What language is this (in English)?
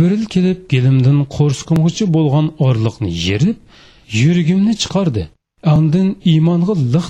Uyghur